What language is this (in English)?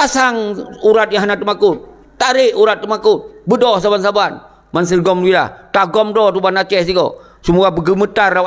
Achinese